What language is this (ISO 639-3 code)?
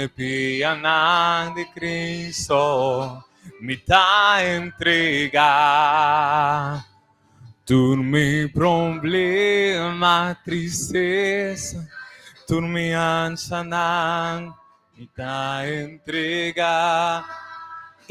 pap